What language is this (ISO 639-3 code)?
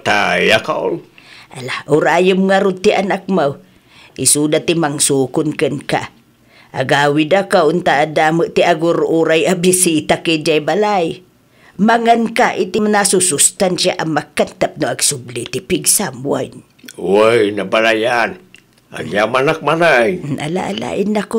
ilo